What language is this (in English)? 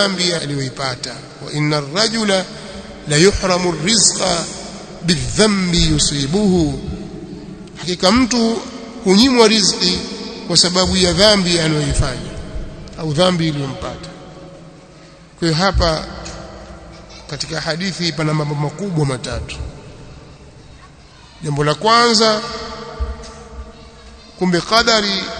Swahili